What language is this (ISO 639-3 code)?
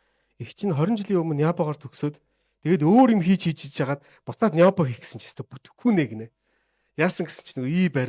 mon